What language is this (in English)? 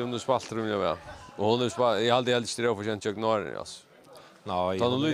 Faroese